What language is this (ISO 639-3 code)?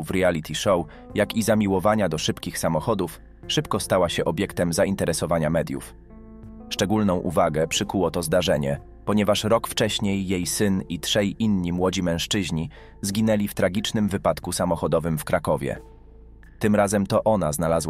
pol